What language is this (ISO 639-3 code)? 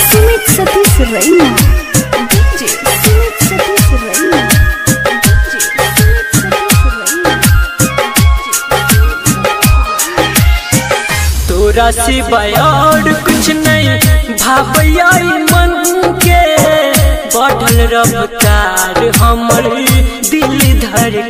bho